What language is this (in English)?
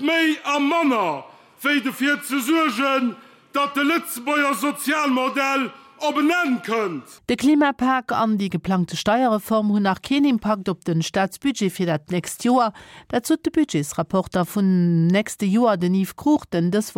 Luxembourgish